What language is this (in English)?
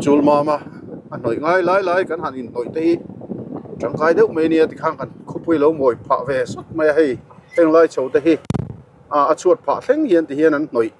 Mizo